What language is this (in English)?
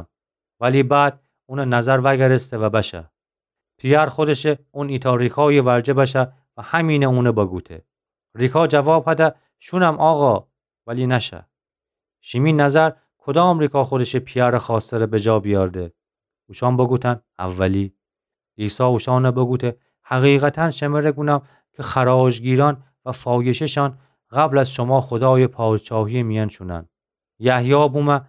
Gilaki